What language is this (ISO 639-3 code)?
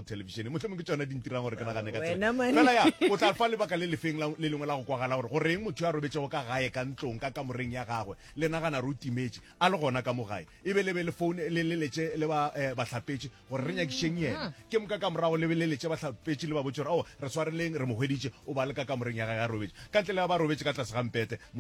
nso